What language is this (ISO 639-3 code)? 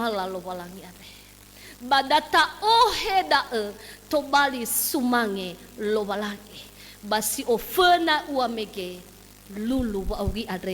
nia